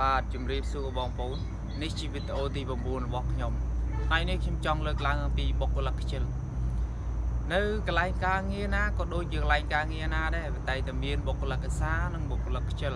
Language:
Khmer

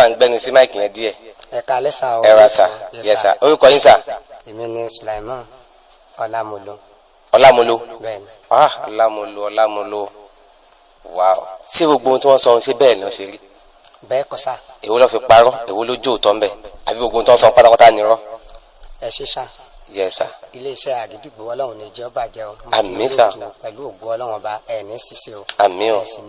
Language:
Yoruba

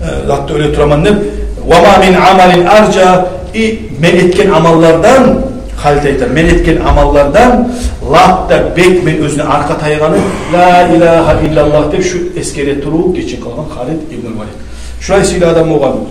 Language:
Kumyk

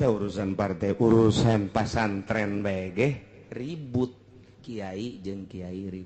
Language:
Sundanese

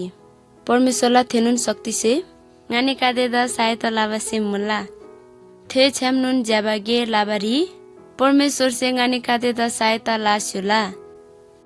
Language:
Eastern Tamang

